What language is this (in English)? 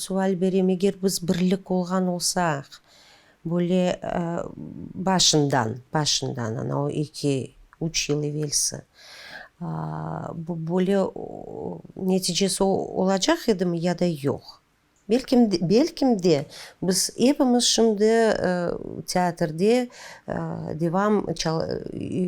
Crimean Tatar